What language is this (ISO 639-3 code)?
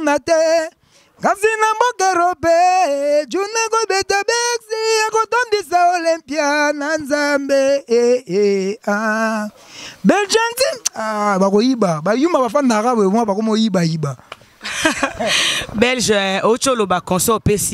lin